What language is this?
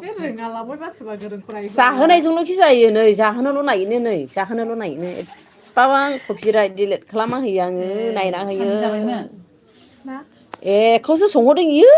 Bodo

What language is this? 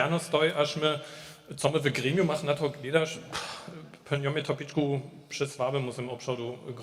Upper Sorbian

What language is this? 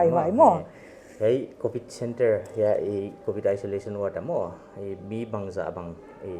Paite Chin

